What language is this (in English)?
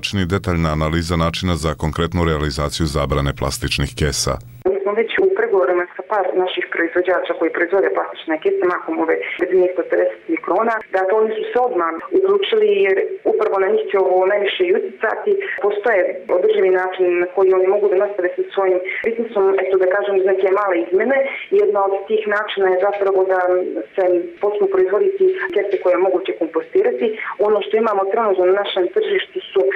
Bosnian